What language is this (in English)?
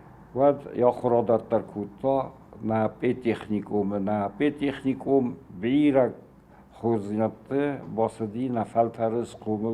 Ossetic